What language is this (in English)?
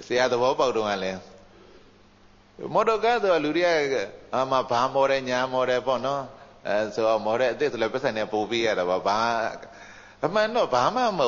Burmese